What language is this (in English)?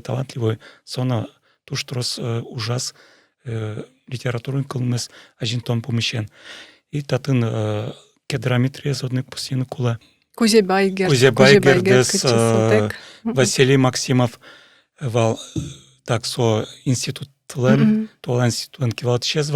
Udmurt